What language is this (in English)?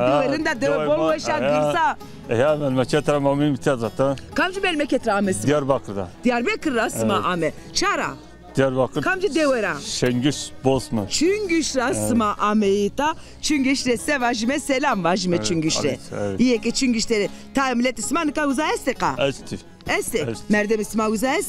Zaza